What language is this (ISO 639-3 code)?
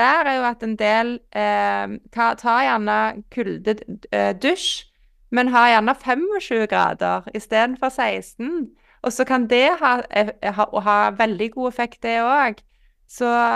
nor